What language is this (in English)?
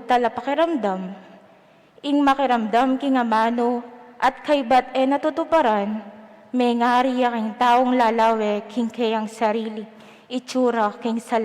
Pampanga